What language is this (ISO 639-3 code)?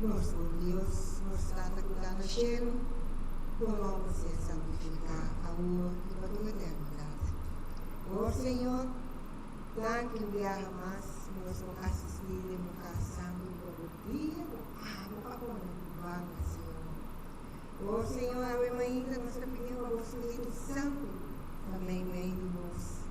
pap